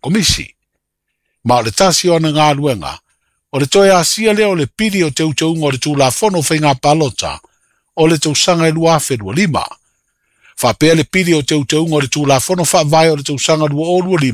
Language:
Samoan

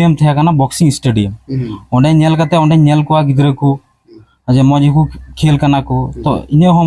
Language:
Santali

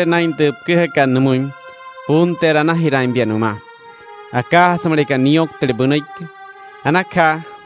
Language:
Wayuu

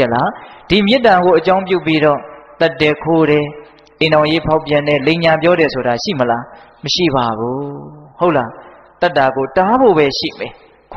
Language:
Burmese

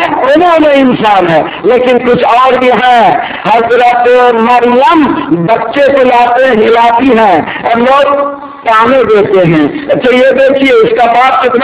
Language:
Urdu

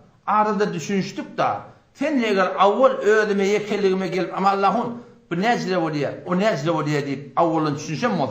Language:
Turkmen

